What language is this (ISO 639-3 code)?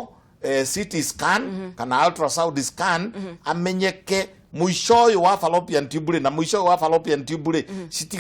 kik